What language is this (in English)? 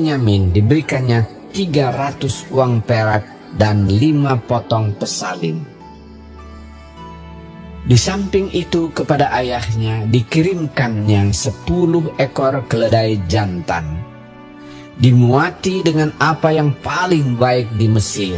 Indonesian